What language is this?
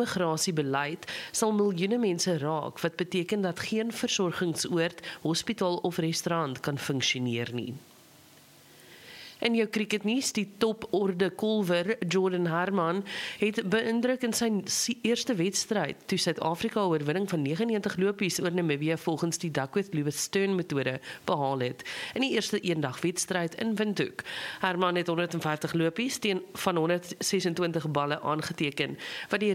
Afrikaans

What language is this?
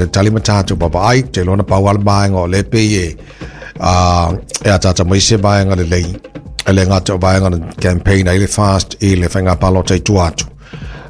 Samoan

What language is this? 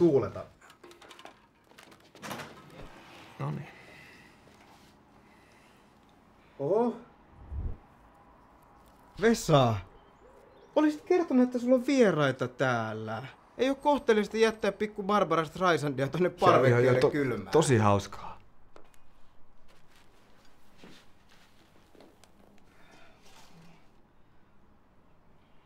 Finnish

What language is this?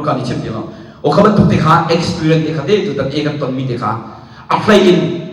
Hakha Chin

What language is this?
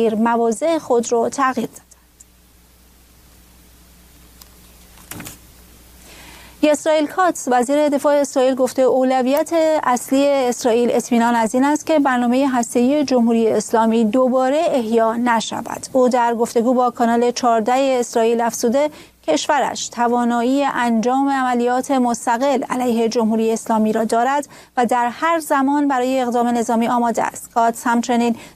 Persian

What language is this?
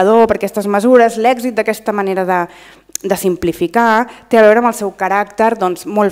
Catalan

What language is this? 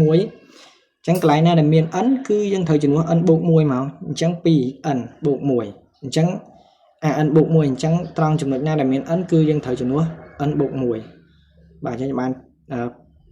Khmer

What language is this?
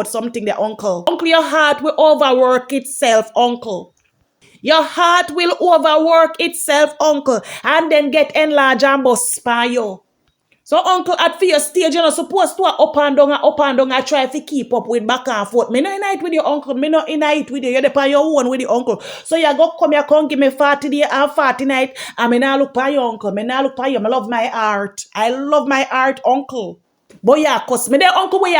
Jamaican Creole English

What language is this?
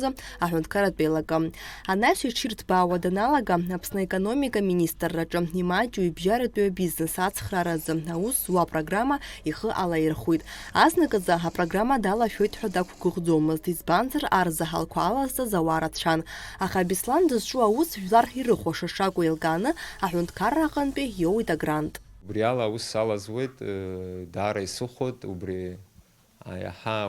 Abkhazian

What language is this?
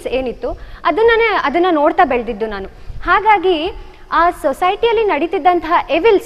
Kannada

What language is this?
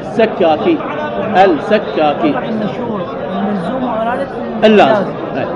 Mesopotamian Arabic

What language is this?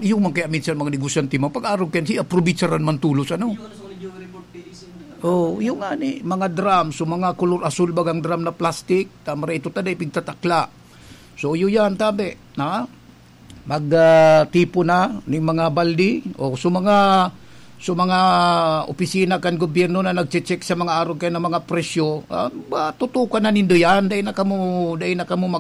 Bikol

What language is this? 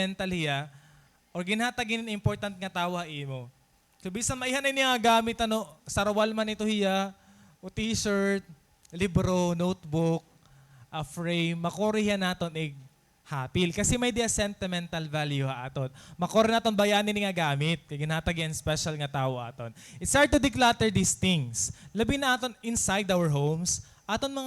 Waray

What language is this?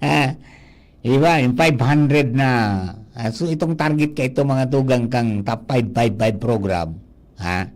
Bikol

